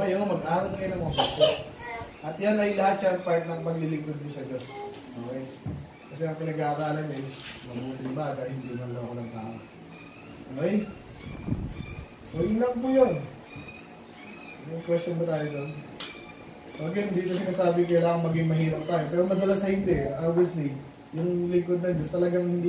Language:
Filipino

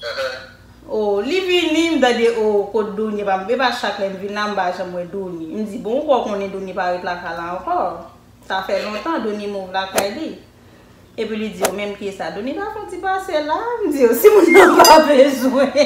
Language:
Haitian Creole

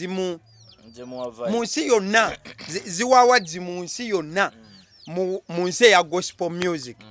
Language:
Ganda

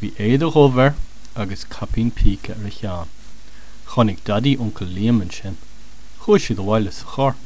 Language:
Irish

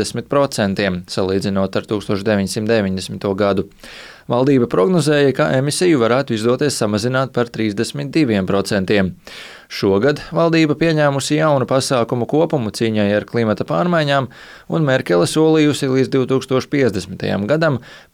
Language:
Latvian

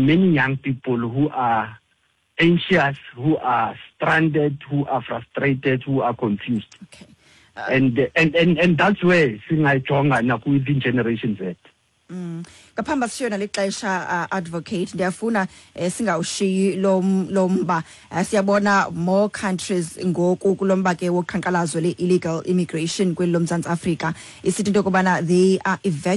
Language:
Xhosa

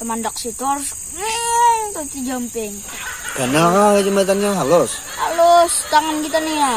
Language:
Banjar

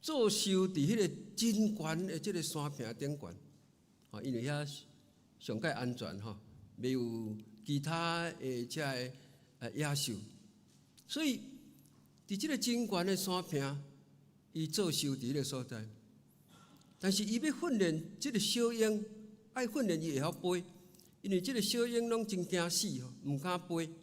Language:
Min Nan Chinese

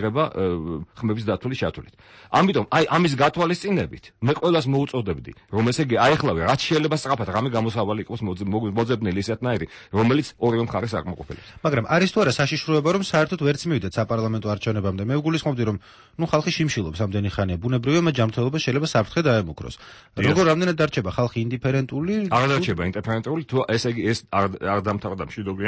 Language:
Georgian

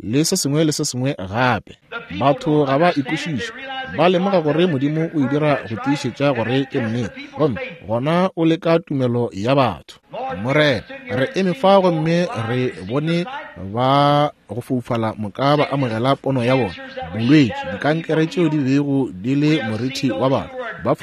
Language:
Northern Sotho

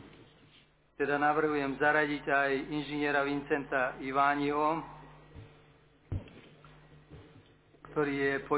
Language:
Slovak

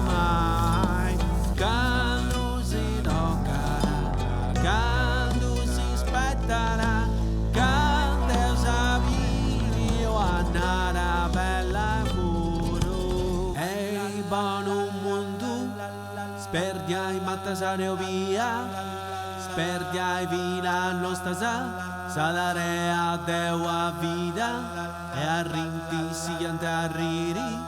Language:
Sardinian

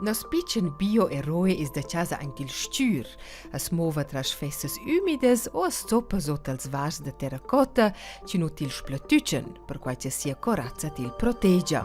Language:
Romansh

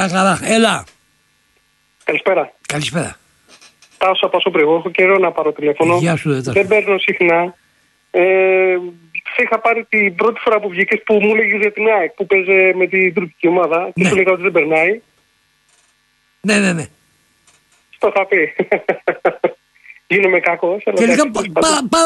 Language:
Greek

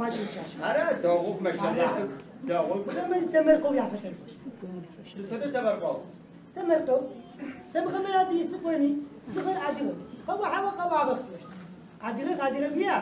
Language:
Adyghe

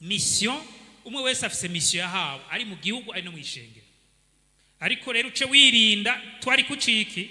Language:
Rundi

